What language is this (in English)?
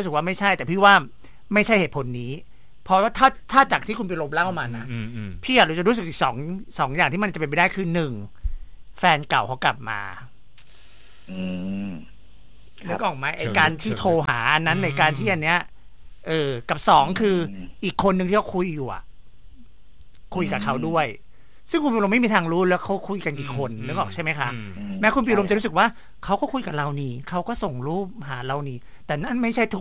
Thai